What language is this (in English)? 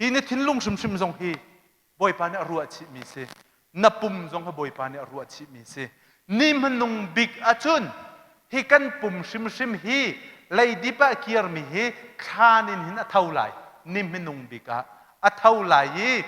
Hakha Chin